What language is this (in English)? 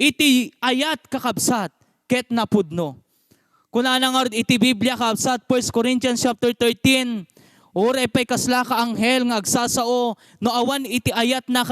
Iloko